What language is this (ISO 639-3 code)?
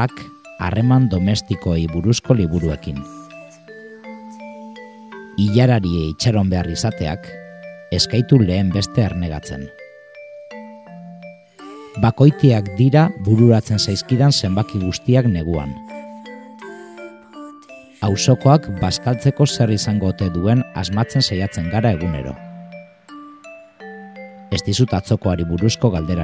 eus